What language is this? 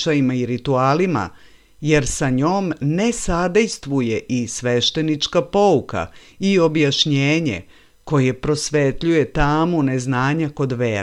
Serbian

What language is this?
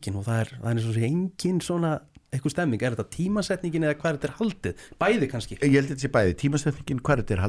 Icelandic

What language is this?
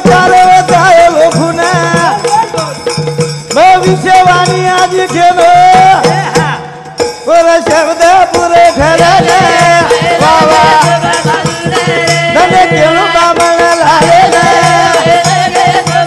Lambadi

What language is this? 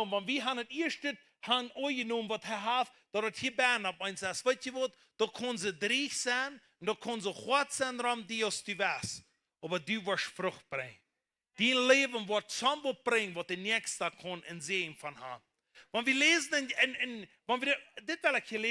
Plautdietsch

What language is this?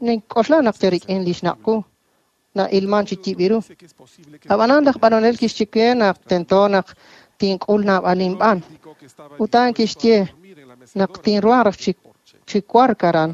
Kekchí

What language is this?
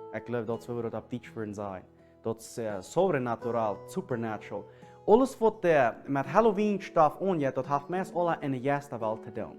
Plautdietsch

